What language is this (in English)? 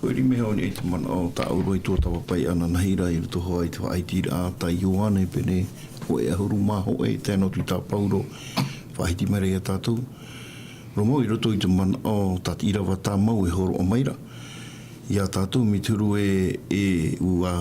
Tahitian